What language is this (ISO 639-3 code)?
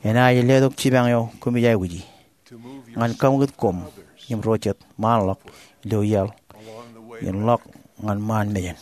mah